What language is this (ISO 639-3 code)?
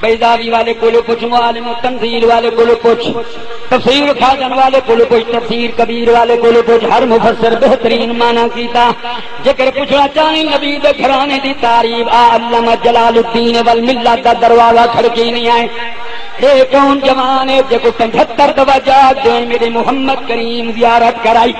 skr